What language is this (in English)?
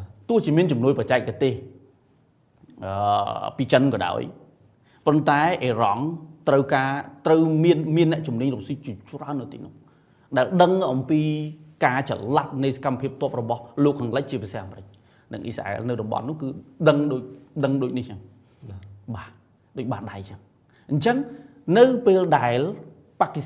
Khmer